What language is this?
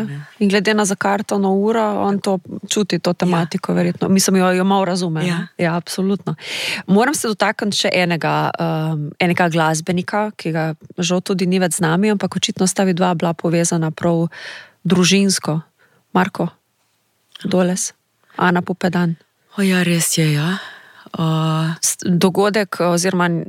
Slovenian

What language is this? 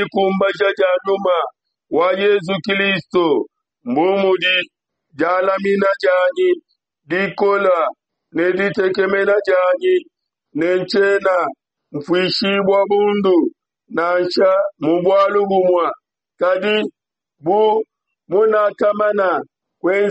Luba-Lulua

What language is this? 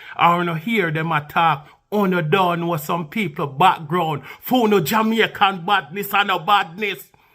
Jamaican Creole English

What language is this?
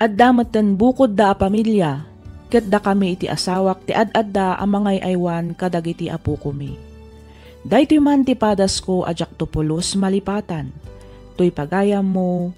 Iloko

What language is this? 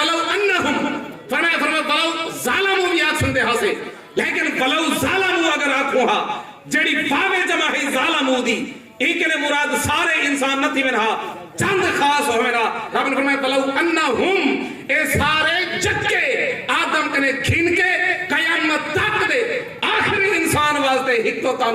Saraiki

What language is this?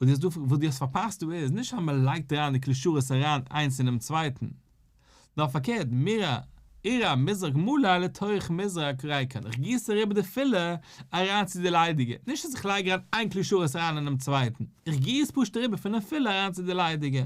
Yiddish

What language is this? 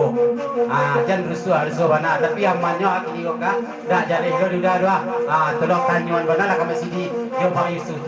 Minangkabau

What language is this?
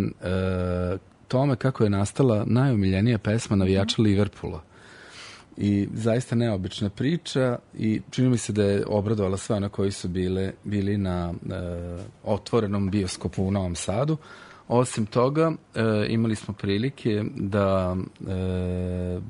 Serbian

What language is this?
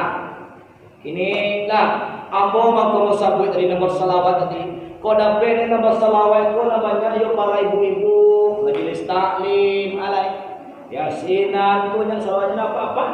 Minangkabau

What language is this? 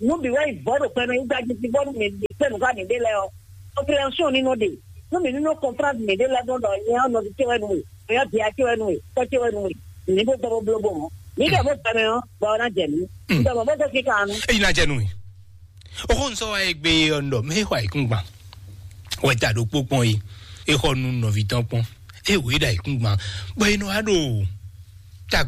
Fon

